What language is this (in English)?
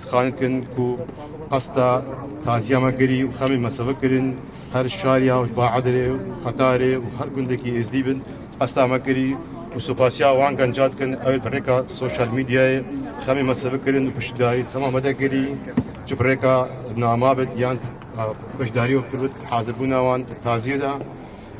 Kurdish